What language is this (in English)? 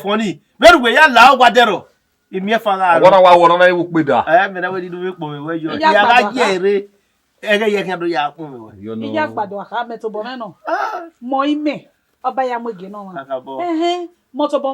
Bini